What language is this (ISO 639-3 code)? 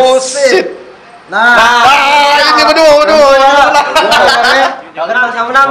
mui